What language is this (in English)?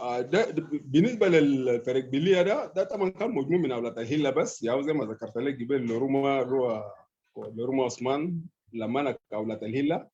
Sudanese Arabic